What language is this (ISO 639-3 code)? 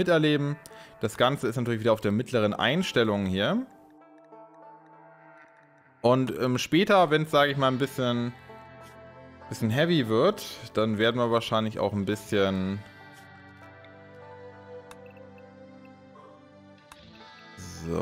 deu